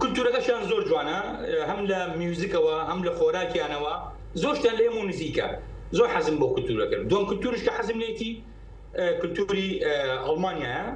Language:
Central Kurdish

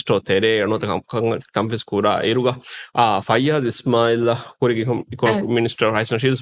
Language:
Divehi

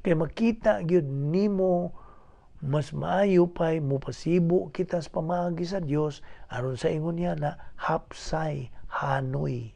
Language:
Cebuano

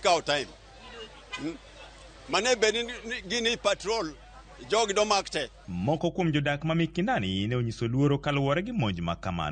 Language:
Luo (Kenya and Tanzania)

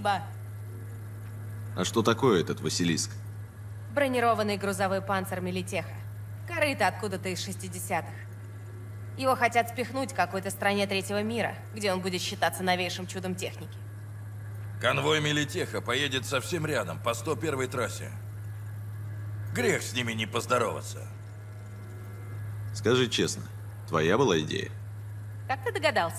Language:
Russian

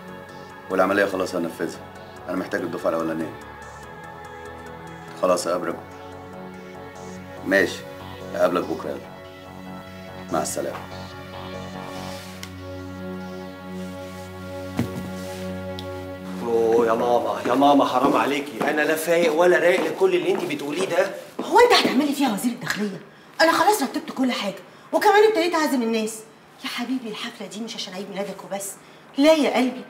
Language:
Egyptian Arabic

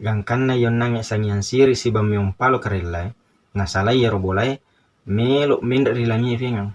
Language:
Buginese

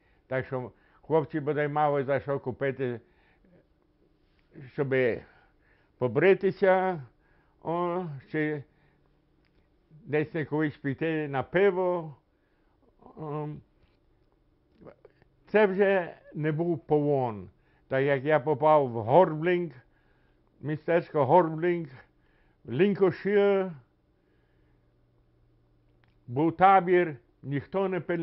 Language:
Ukrainian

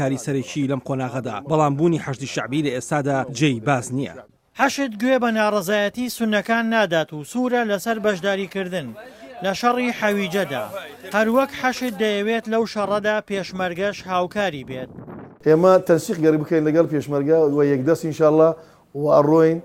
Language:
Central Kurdish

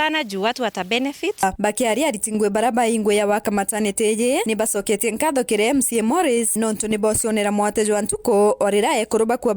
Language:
Meru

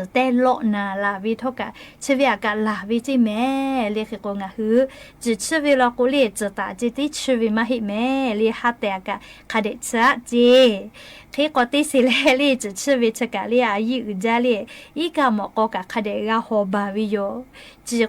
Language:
Lahu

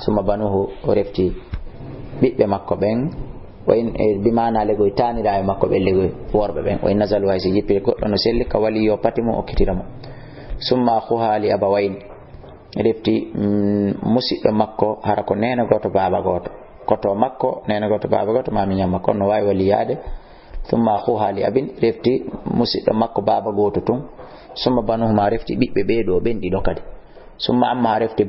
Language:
Fula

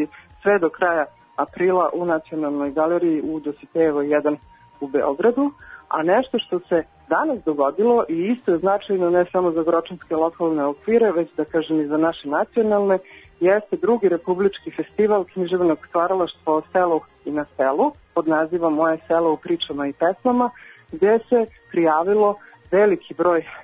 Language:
Serbian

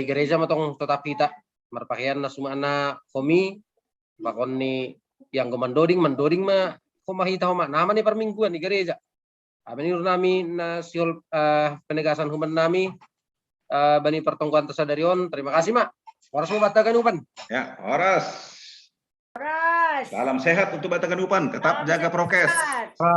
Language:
Batak Simalungun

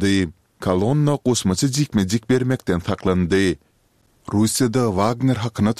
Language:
Turkmen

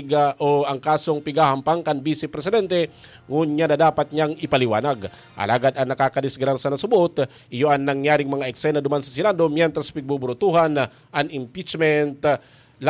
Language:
Bikol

